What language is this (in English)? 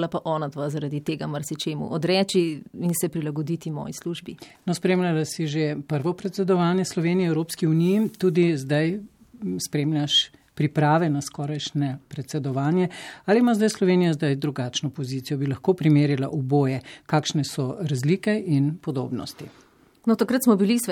Slovenian